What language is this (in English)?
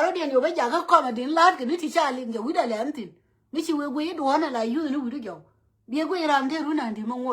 Nuer